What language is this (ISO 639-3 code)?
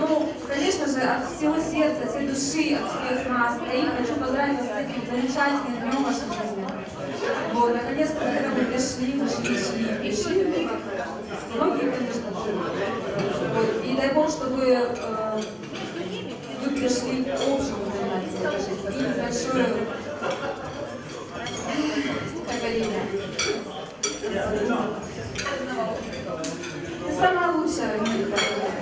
rus